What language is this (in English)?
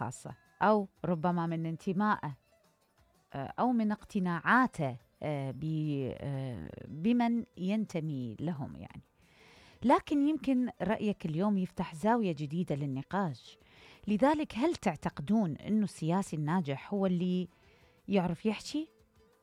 Mesopotamian Arabic